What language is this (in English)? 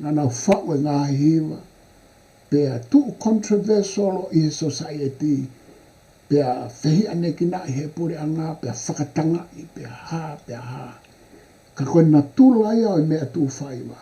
Tongan